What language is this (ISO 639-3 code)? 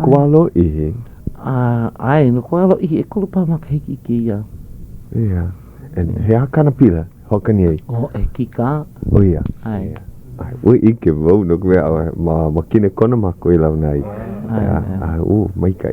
haw